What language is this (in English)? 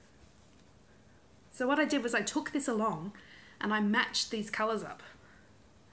English